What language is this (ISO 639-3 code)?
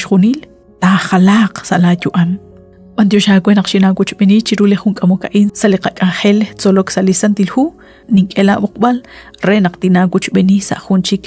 kek